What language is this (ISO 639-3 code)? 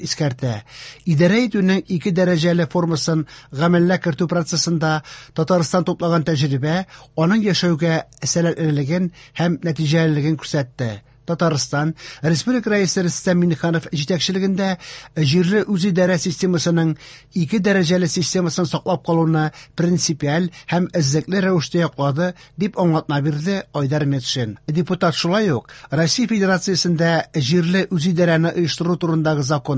tat